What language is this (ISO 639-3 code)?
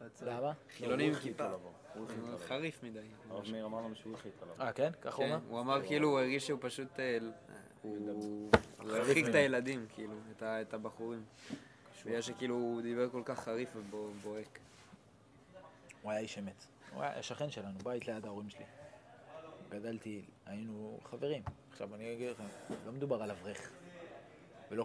heb